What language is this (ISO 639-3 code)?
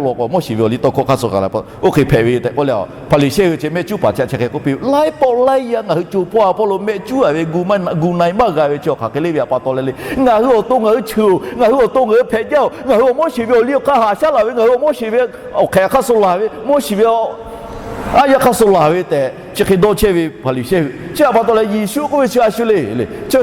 lhu